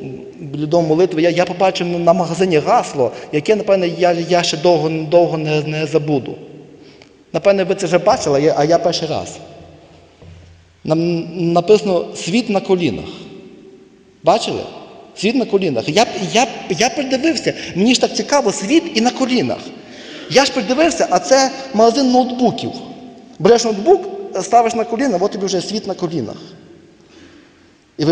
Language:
Ukrainian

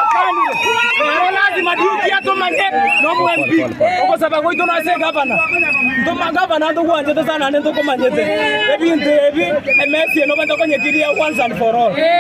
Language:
Gusii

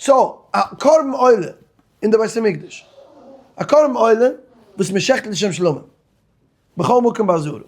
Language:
Yiddish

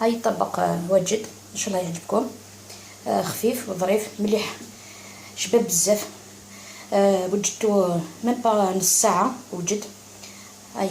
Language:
Algerian Arabic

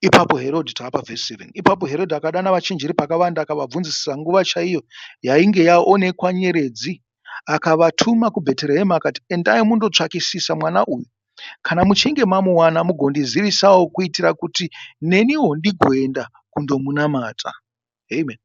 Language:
Shona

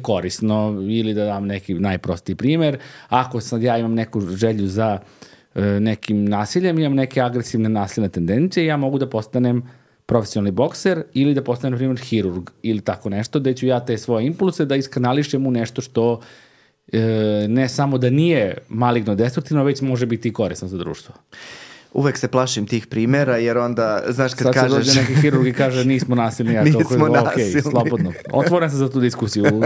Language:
Serbian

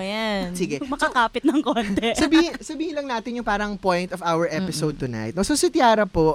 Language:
Filipino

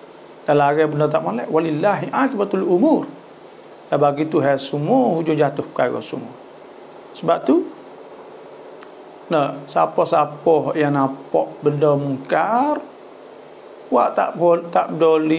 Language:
Malay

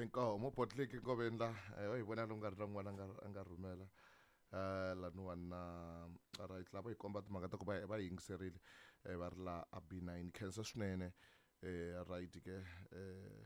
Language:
Tsonga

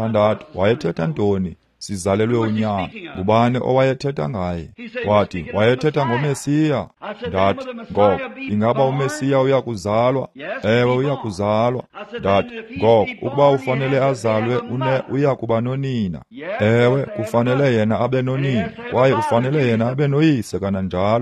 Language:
Xhosa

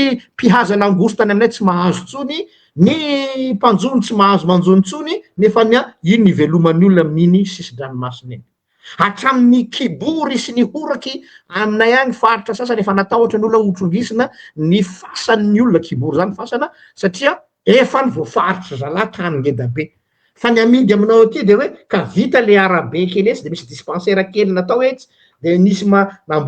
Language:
Malagasy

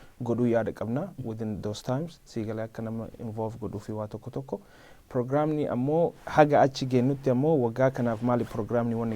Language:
Oromo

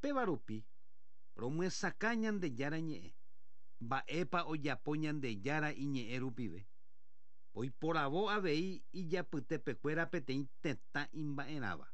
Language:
Guarani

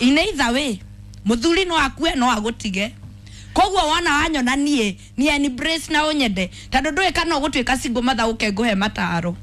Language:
Kikuyu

